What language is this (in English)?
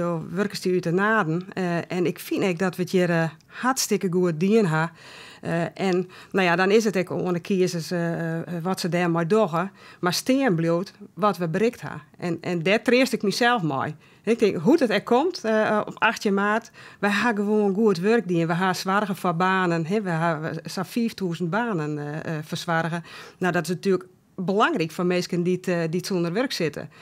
Western Frisian